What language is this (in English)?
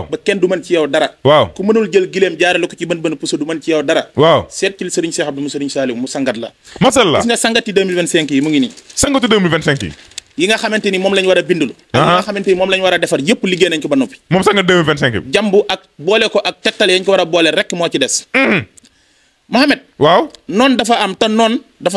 Wolof